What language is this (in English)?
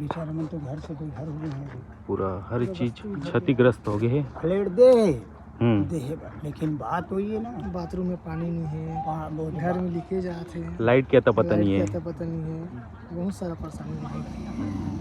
Chhattisgarhi